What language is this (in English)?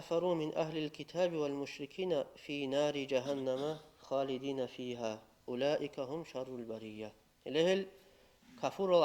Avaric